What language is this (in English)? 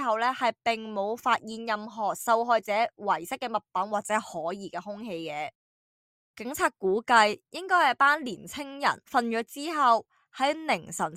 Cantonese